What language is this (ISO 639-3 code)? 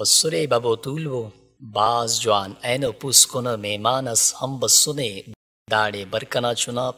brh